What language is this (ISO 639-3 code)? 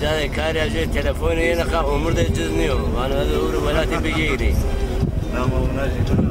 zza